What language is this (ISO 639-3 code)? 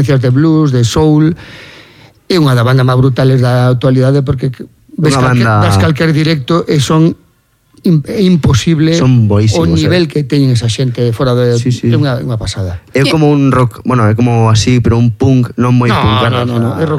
glg